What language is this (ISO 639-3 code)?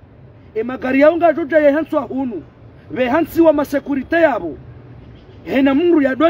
zdj